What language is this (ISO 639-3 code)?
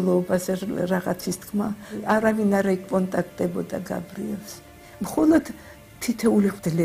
kat